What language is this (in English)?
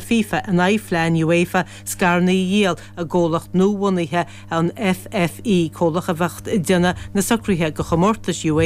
Irish